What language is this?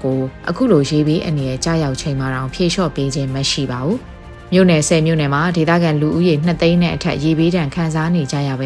Burmese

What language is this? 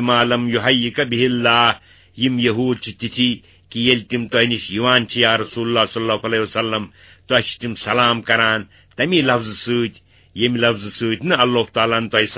Kashmiri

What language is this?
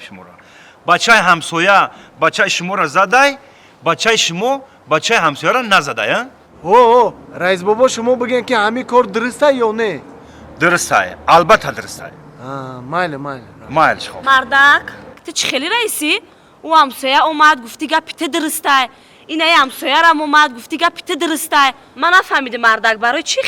Tajik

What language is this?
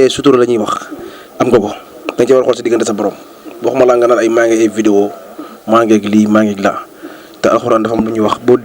Wolof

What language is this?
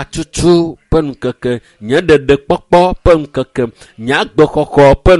Ewe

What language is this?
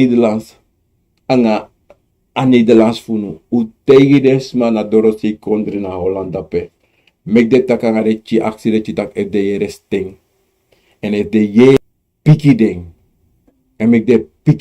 Sranan Tongo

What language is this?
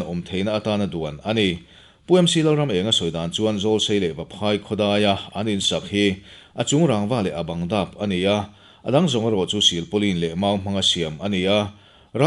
Mizo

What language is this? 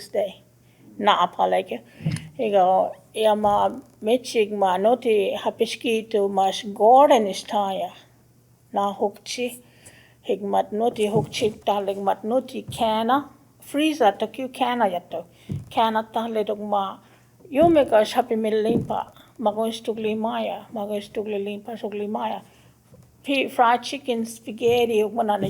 Choctaw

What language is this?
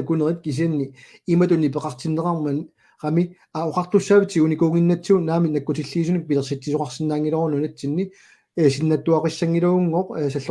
Kalaallisut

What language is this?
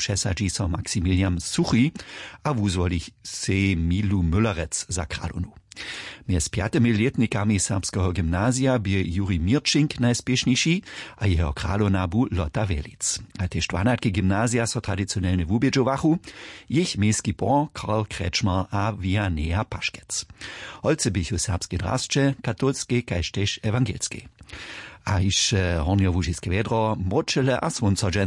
Upper Sorbian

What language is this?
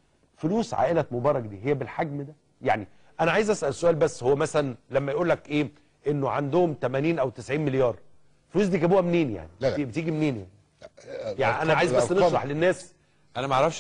Egyptian Arabic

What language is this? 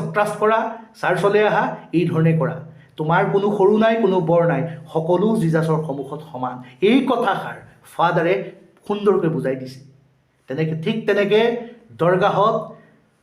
Assamese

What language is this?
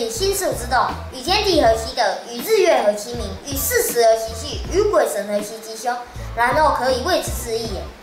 Literary Chinese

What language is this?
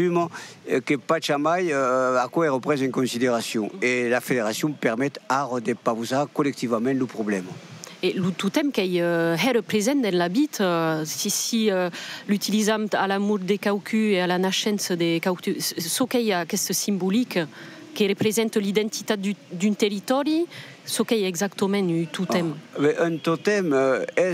Occitan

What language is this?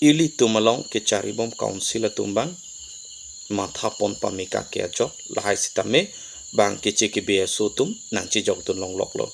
Karbi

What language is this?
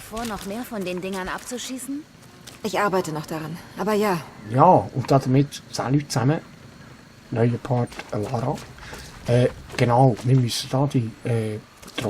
Swiss German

